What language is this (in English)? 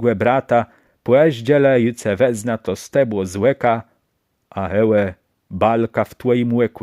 Kashubian